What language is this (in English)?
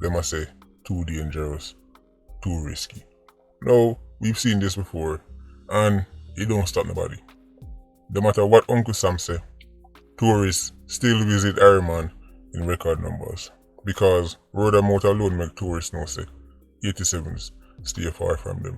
Jamaican Creole English